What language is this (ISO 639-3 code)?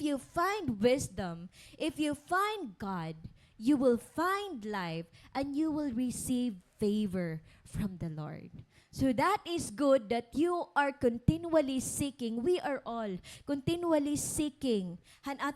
war